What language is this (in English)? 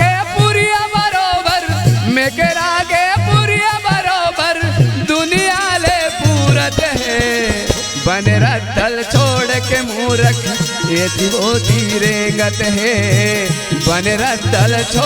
Chhattisgarhi